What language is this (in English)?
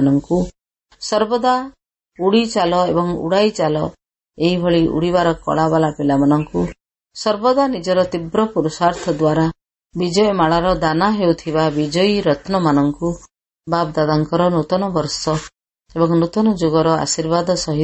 Odia